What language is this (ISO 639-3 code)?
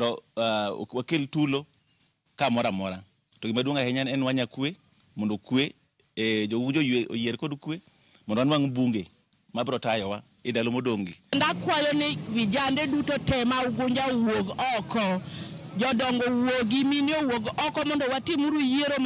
luo